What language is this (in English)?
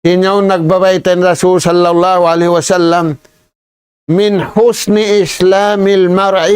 Tausug